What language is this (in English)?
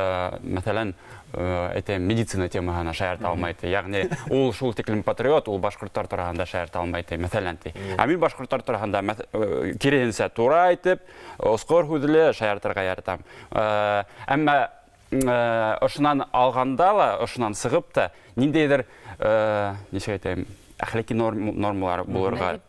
Bashkir